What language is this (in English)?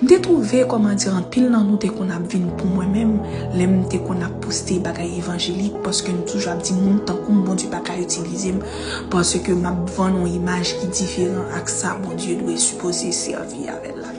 Haitian Creole